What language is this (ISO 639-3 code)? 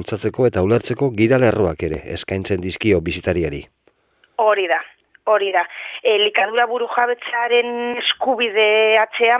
eus